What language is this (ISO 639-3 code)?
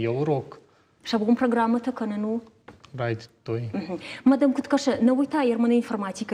oss